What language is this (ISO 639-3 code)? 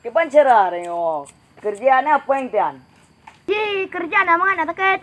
ace